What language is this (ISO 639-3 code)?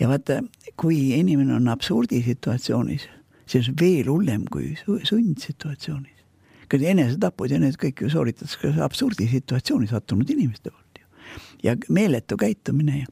est